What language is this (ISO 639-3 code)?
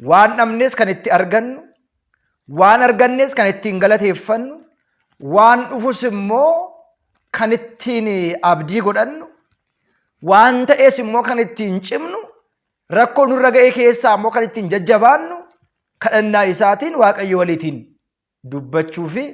orm